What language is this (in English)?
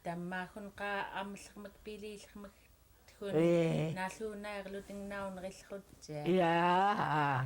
Central Yupik